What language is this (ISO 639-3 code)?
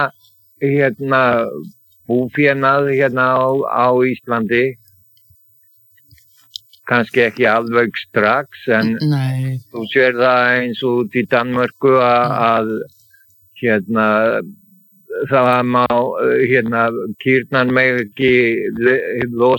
isl